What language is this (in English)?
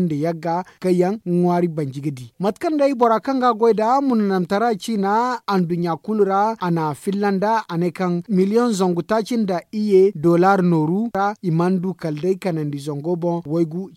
Zarma